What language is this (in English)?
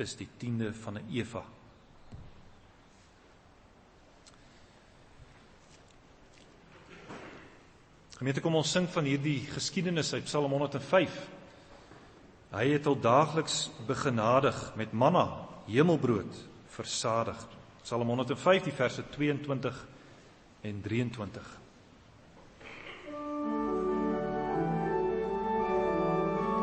Afrikaans